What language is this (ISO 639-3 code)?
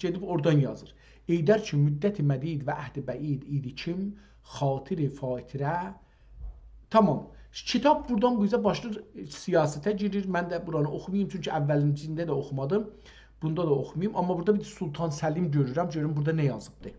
azb